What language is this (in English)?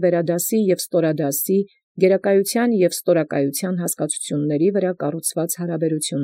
Armenian